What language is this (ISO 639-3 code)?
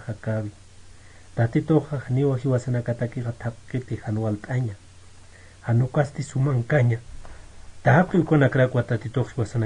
aym